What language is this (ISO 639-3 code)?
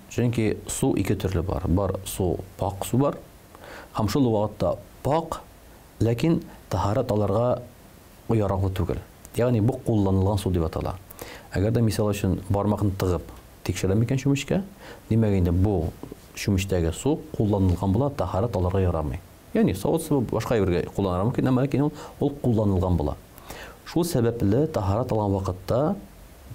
tat